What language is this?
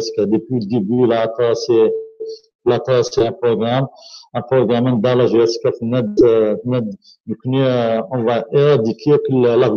Kabyle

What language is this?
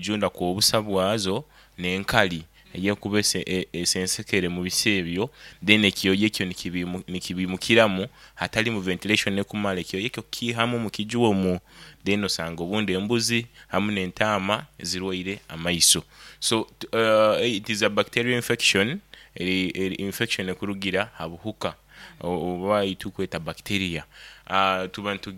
Nyankole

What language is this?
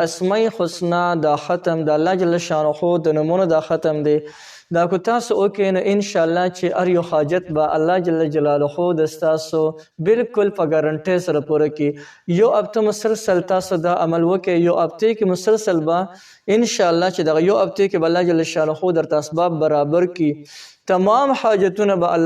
Pashto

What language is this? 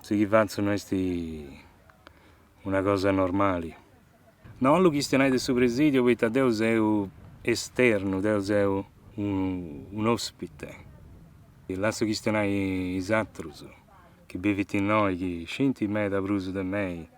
Sardinian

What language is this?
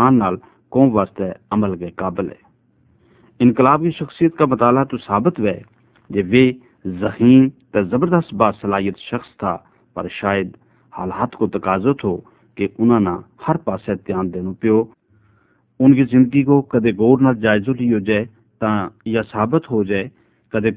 Gujari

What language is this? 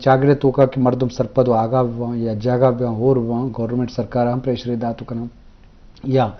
Eastern Balochi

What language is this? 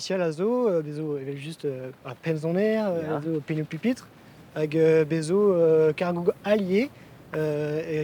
Breton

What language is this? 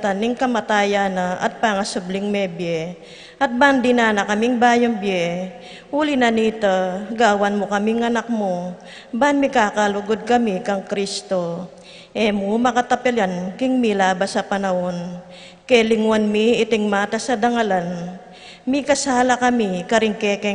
Pampanga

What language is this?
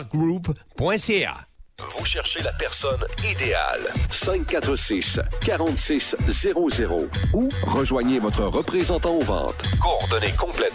French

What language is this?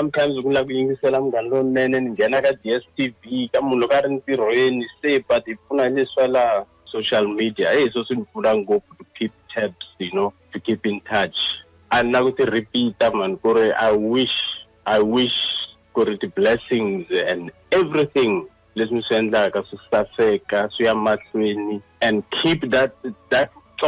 Tsonga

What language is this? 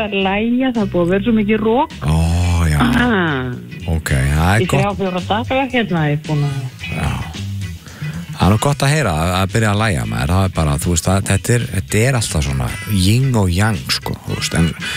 Icelandic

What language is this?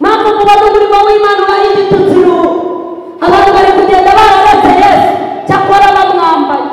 Kinyarwanda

